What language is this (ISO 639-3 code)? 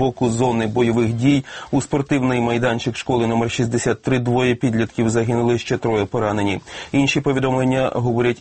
ukr